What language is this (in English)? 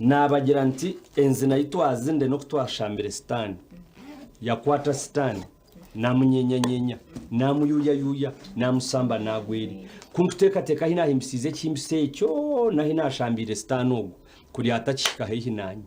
Nyankole